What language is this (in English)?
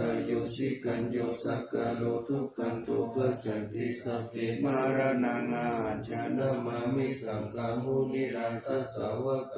Pali